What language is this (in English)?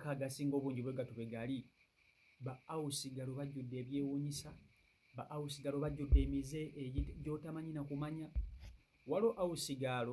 Ganda